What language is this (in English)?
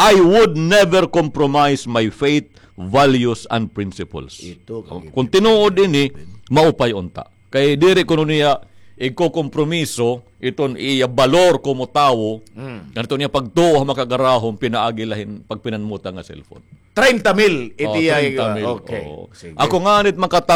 Waray